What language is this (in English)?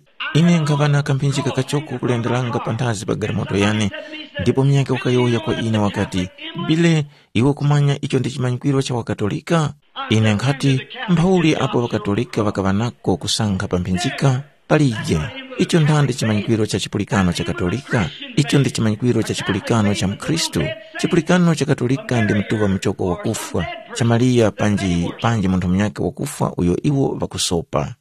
Tumbuka